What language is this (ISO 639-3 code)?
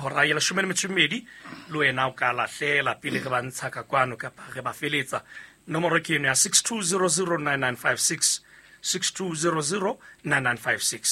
sot